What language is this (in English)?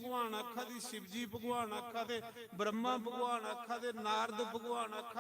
Dogri